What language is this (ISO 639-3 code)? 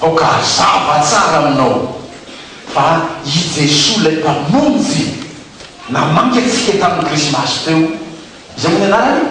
mlg